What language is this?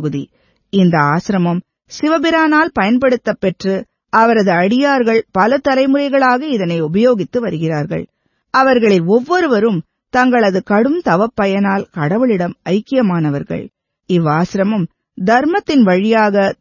Tamil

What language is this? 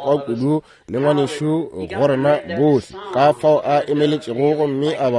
Northern Sotho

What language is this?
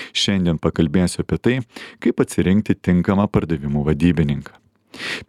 Lithuanian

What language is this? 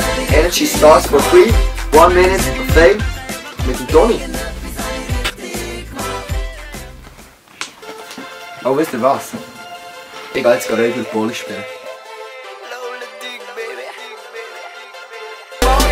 German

